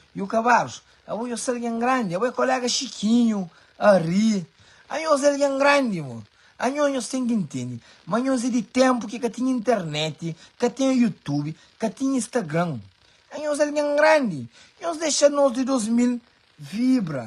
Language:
Kabuverdianu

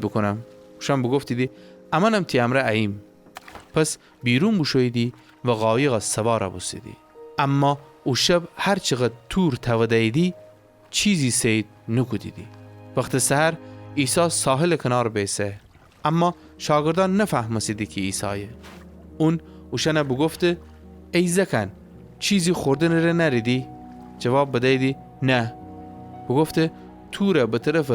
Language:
Gilaki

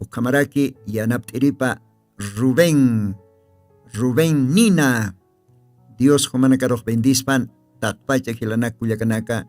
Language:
Aymara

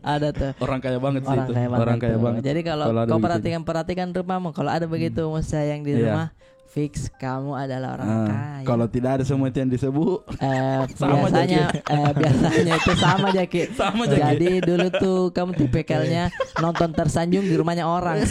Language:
Makassar Malay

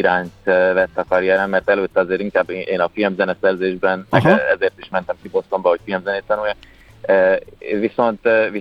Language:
Hungarian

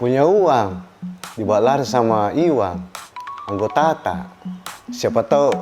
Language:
Makassar Malay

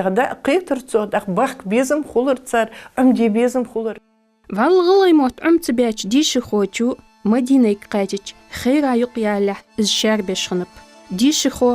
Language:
Ingush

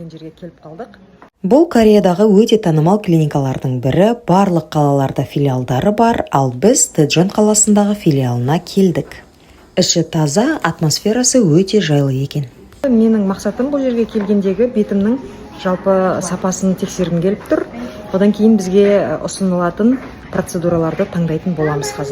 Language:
Kazakh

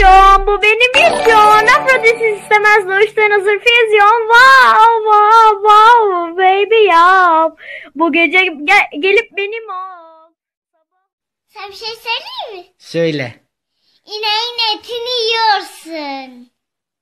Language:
Turkish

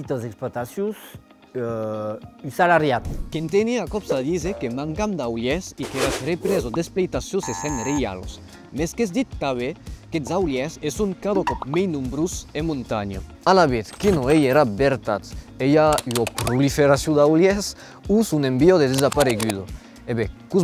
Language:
Occitan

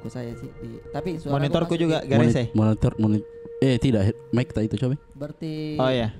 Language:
Makassar Malay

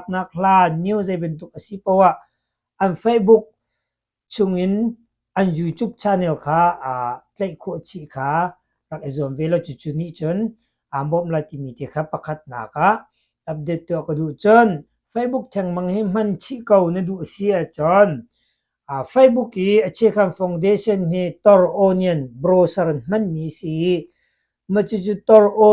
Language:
Hakha Chin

